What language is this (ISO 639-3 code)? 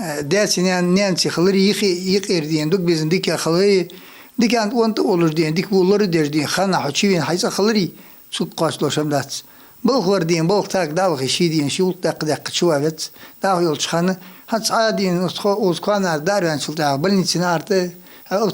inh